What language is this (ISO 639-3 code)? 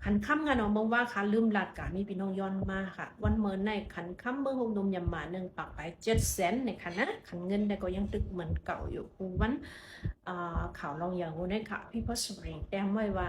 shn